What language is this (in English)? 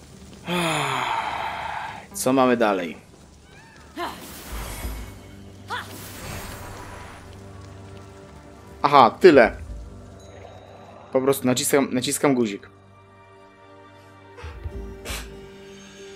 Polish